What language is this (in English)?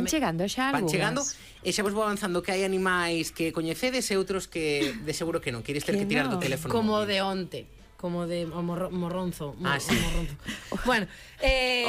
Galician